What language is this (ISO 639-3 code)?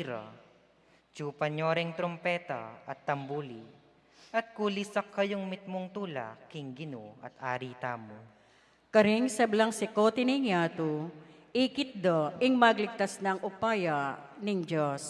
pam